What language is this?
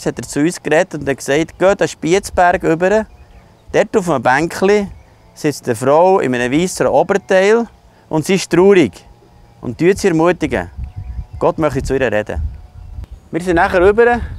Swiss German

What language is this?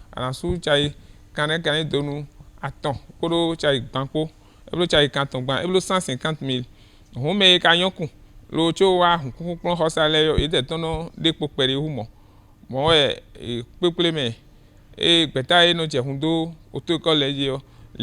Fon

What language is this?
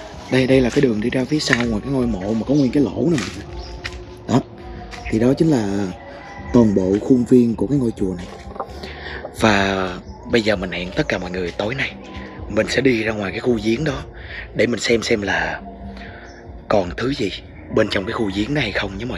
Vietnamese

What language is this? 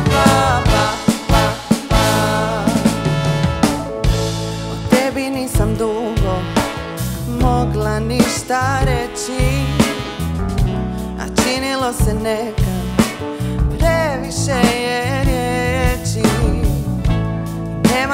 Croatian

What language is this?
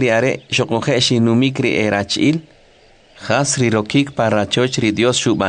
Kʼicheʼ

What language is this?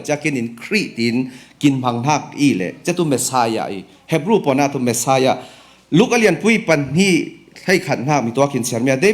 Falam Chin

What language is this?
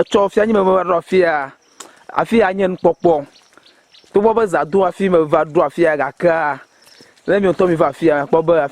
Ewe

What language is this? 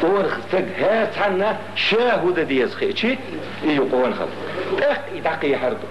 Chechen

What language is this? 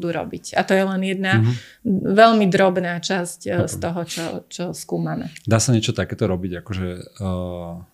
Slovak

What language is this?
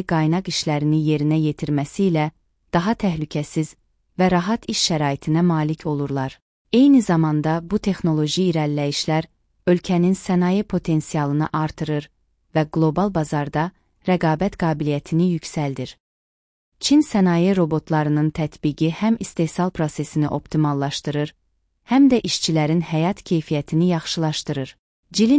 Azerbaijani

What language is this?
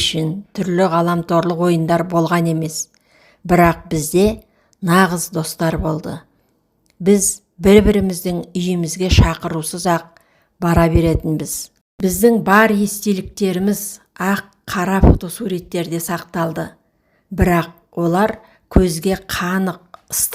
Kazakh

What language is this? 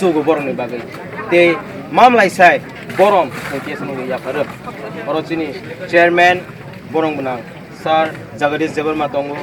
Kok Borok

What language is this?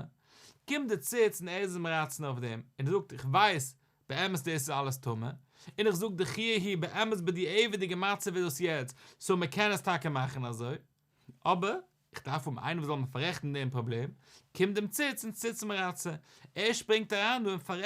Yiddish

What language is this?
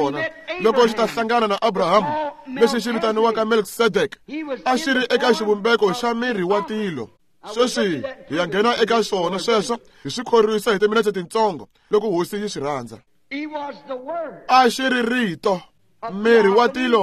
Tsonga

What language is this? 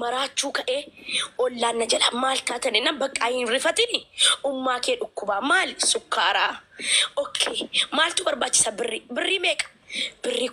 Oromo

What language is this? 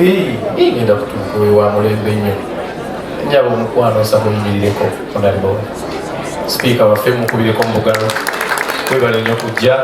Ganda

